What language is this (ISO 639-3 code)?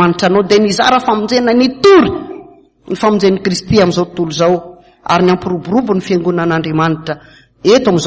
mlg